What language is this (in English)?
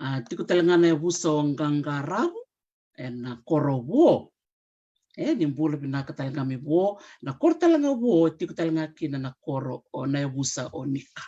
Fijian